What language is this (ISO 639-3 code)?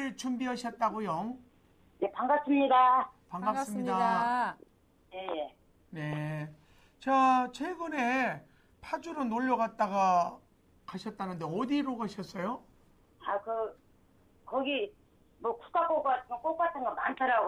kor